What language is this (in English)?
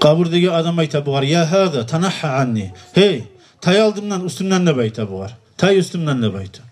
Kumyk